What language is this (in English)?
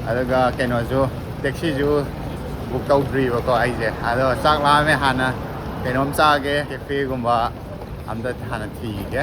Manipuri